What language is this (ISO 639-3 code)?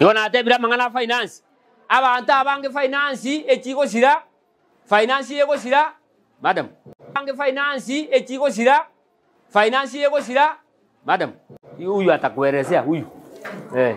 guz